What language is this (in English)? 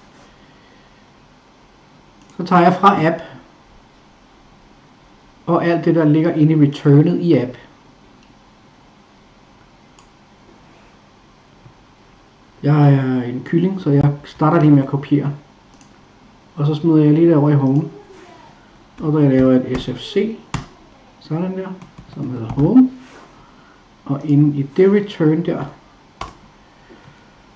Danish